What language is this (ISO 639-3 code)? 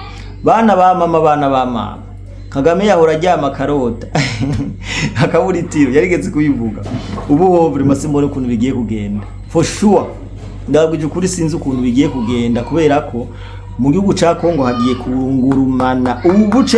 run